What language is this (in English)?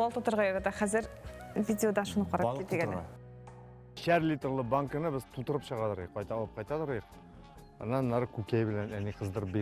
Tatar